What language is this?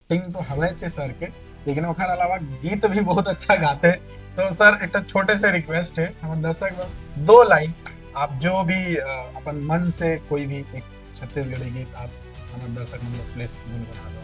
Chhattisgarhi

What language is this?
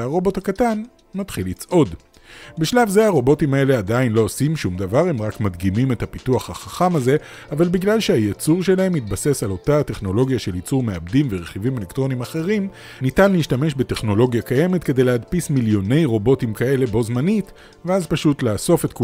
Hebrew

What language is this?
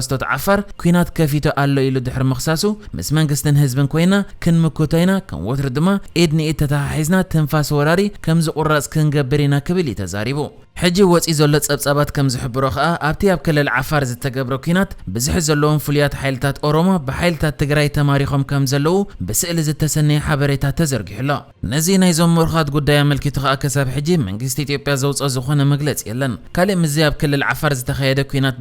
Tigrinya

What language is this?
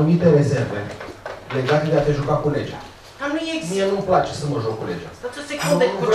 Romanian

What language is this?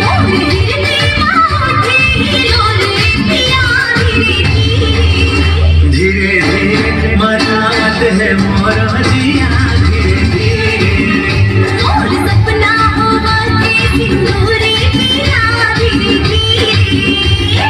Chhattisgarhi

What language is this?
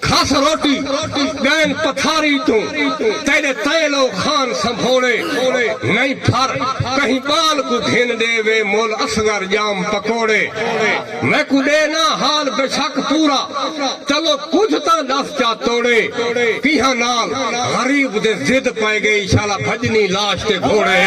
Saraiki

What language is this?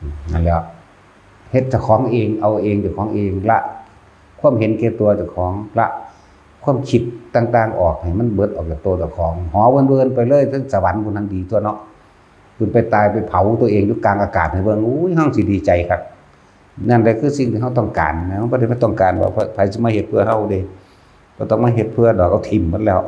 Northeastern Thai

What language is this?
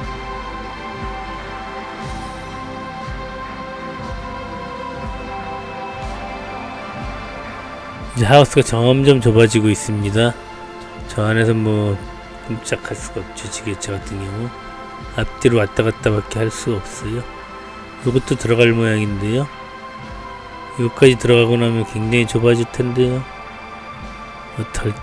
Korean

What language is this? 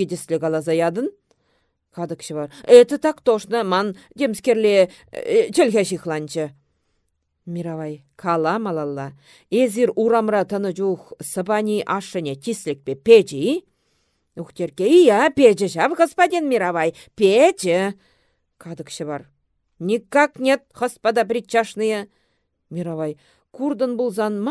Chuvash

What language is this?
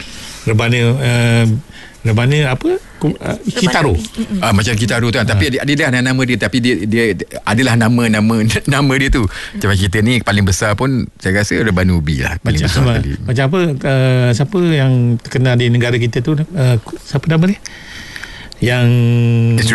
Malay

